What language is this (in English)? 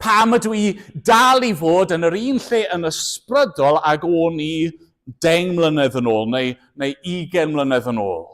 Welsh